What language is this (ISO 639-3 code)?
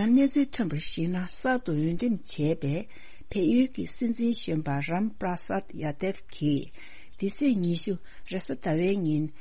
bod